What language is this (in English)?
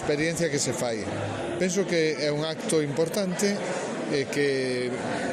Galician